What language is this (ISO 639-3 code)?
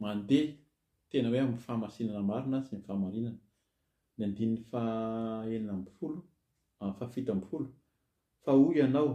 mlg